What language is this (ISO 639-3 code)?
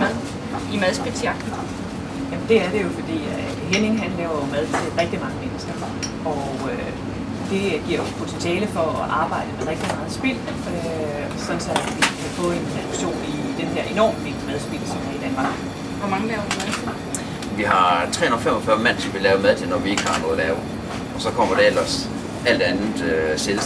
dan